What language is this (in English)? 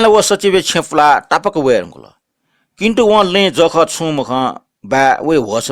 Newari